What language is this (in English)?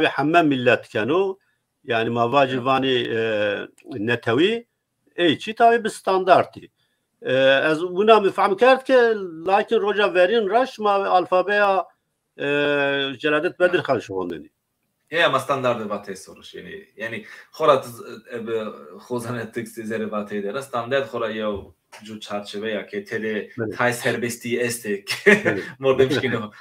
Zaza